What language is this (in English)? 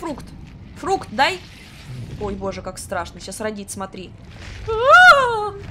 Russian